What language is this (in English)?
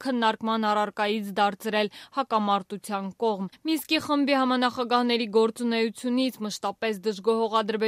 Armenian